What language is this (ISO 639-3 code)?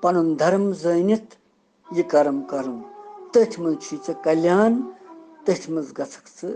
kas